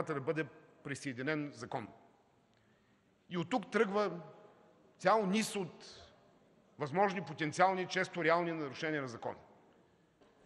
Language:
Bulgarian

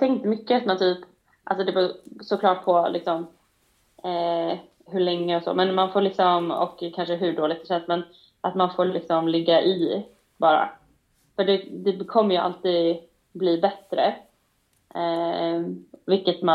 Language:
Swedish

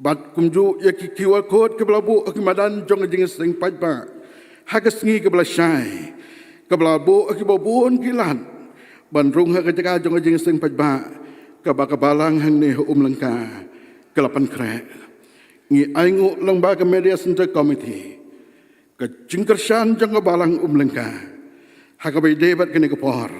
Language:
Khasi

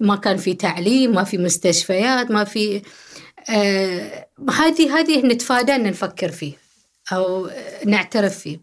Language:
Gulf Arabic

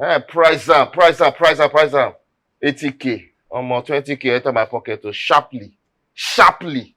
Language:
Nigerian Pidgin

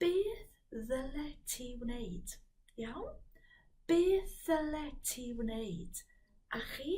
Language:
Welsh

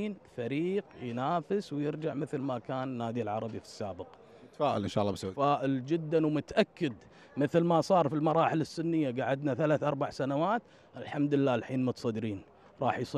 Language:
Gulf Arabic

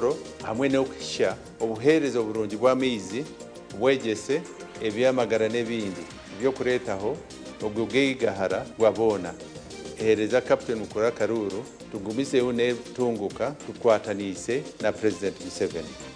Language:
Nyankole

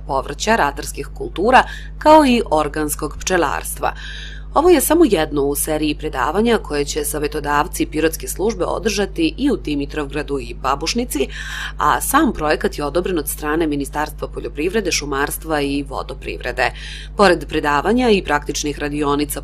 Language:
Serbian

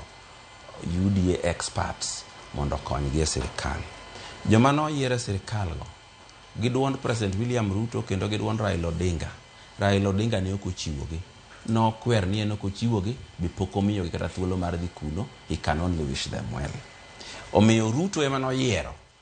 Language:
Luo (Kenya and Tanzania)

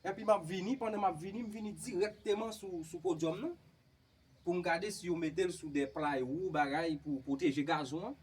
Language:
Haitian Creole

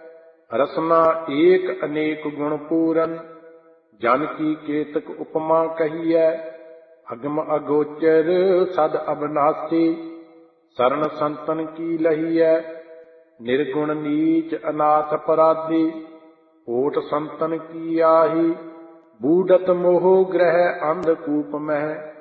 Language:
Punjabi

